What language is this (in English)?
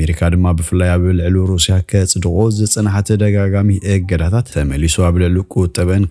Tigrinya